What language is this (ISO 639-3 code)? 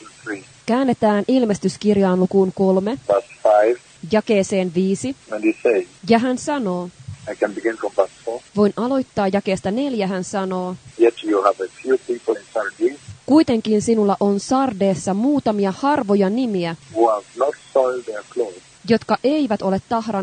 fin